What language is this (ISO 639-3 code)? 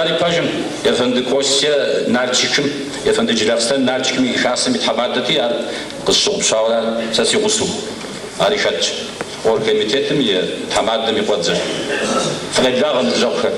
kbd